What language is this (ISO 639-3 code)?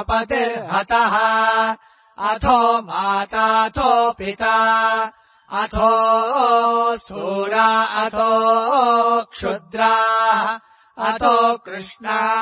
san